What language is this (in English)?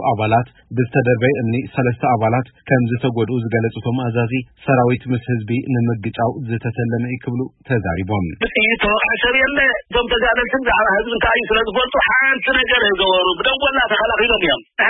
Tigrinya